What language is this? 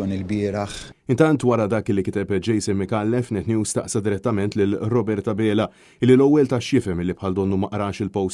Maltese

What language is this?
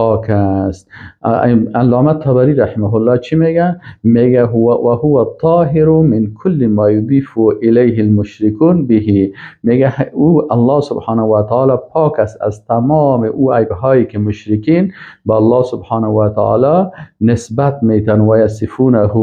Persian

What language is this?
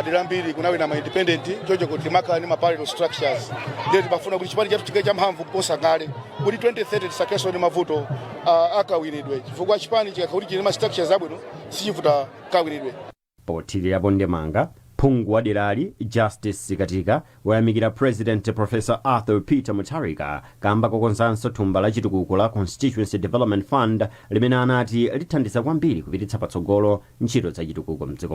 Nyanja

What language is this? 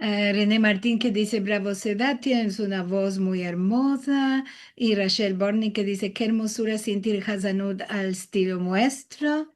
Ladino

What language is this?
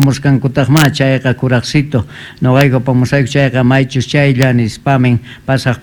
South Bolivian Quechua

